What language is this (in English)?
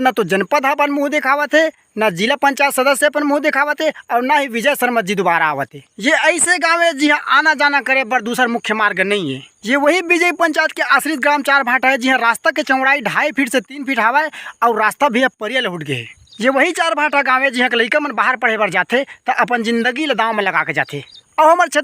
Chhattisgarhi